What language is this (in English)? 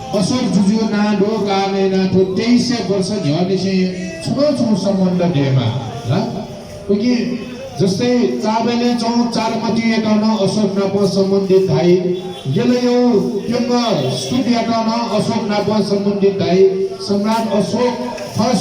Newari